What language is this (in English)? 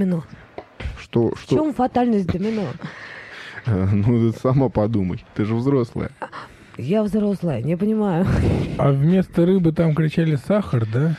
Russian